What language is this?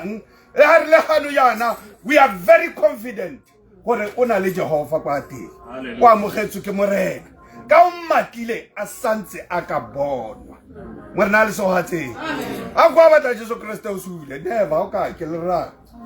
Tswana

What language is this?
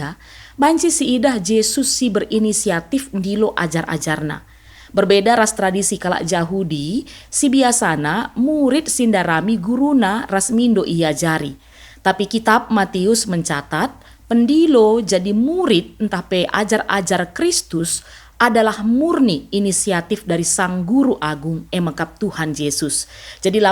Batak Karo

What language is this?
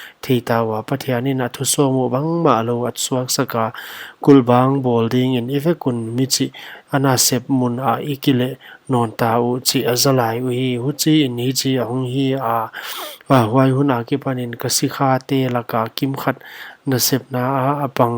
Paite Chin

